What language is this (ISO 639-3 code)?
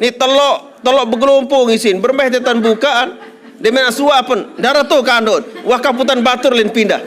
sas